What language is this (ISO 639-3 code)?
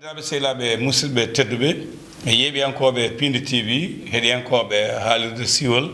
ful